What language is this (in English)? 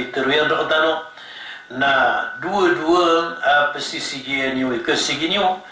Maranao